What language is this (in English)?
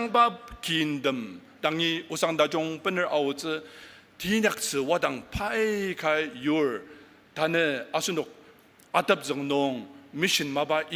Ao Naga